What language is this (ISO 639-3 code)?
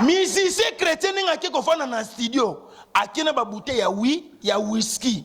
lin